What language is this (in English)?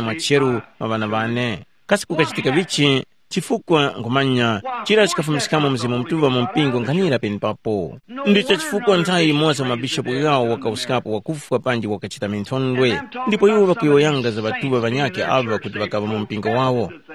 Tumbuka